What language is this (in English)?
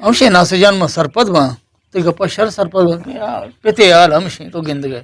Baluchi